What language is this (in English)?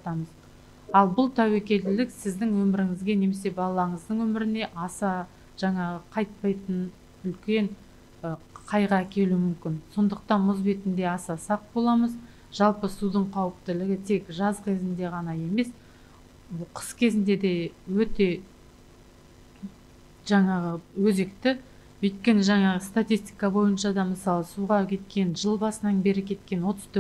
Kazakh